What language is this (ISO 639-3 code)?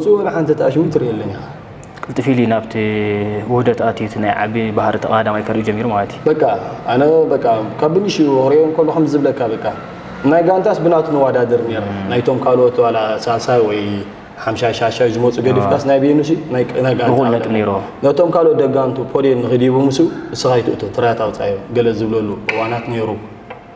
tir